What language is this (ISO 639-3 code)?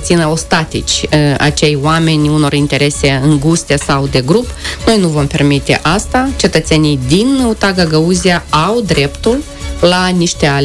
ron